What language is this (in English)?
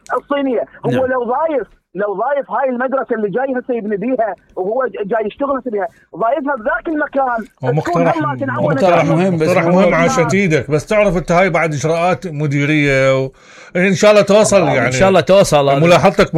Mesopotamian Arabic